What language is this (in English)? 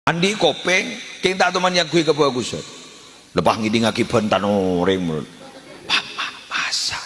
Madurese